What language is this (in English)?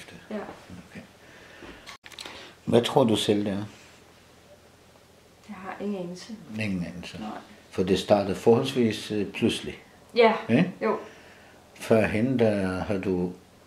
Danish